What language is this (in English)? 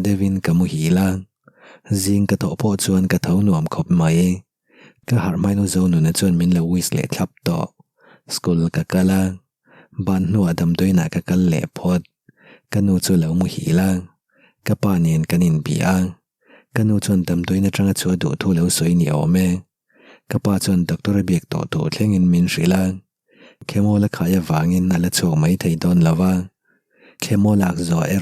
Mizo